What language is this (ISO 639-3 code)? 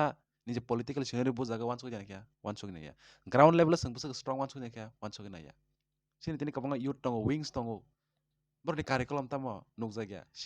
trp